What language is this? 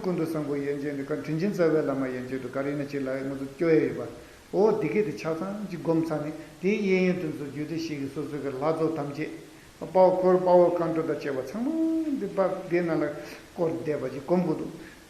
Tibetan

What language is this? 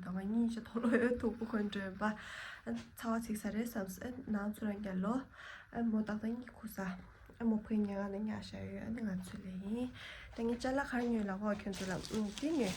Tibetan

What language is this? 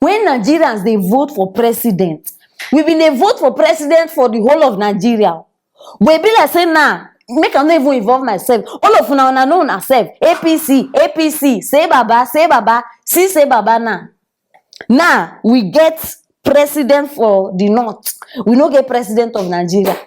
Nigerian Pidgin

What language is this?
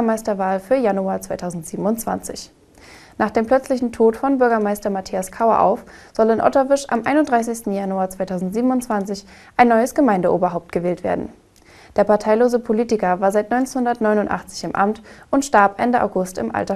German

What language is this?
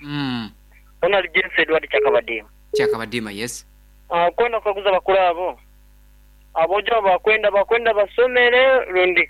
Nyankole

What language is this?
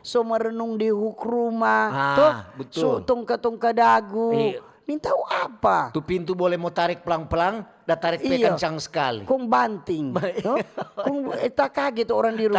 Manado Malay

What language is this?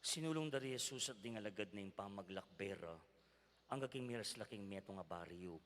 Pampanga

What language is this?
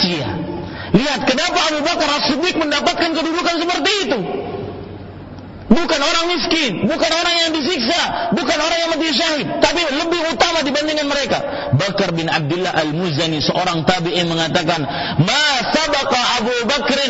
Indonesian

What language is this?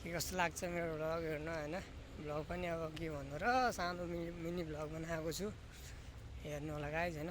Nepali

